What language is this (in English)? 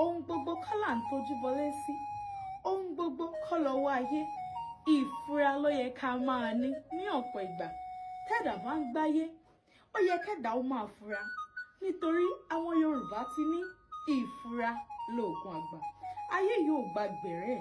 Yoruba